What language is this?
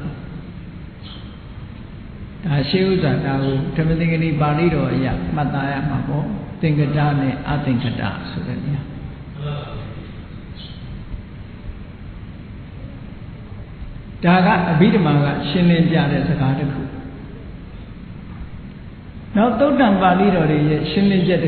Burmese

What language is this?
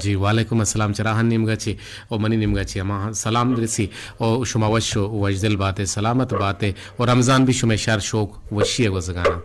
Eastern Balochi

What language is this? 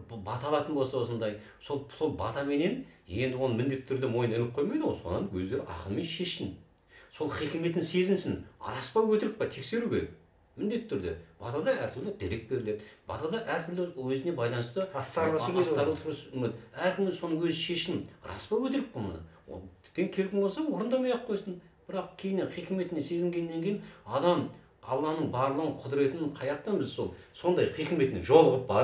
Kazakh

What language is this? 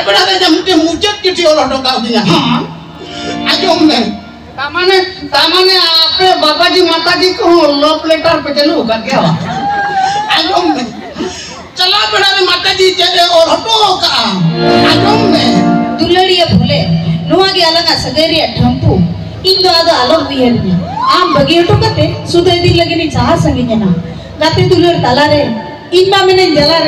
Santali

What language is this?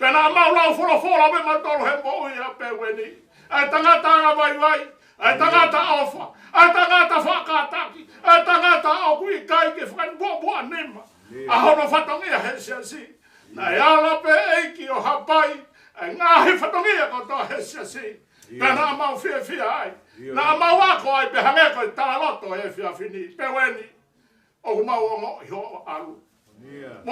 Tongan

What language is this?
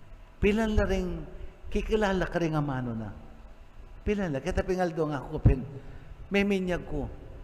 Pampanga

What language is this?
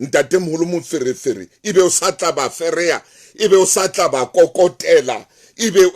Southern Sotho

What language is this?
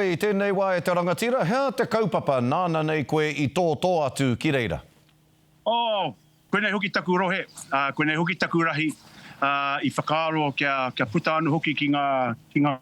Māori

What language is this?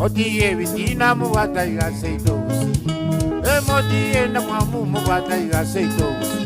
Gusii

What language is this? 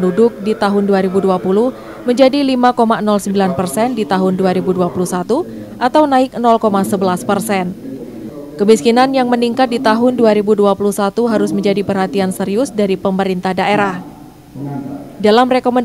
Indonesian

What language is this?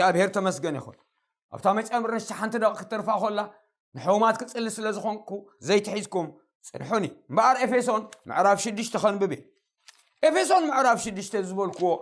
Tigrinya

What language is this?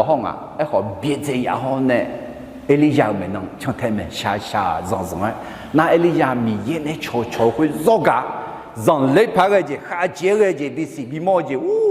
Akha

